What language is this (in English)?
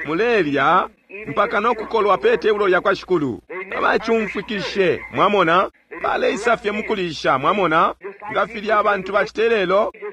Bemba